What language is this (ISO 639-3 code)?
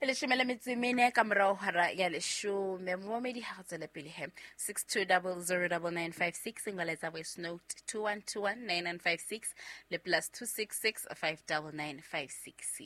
sot